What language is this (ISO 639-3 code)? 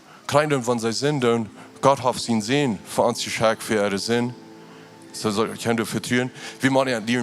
pdt